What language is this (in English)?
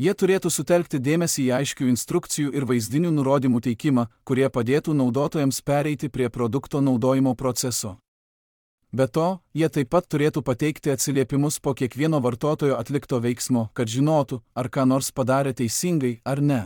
Lithuanian